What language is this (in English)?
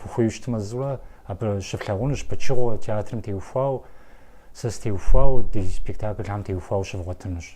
Kabardian